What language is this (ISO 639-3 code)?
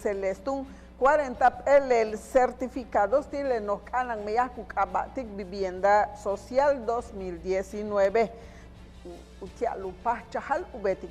yua